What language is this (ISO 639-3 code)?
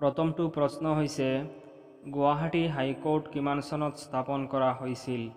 asm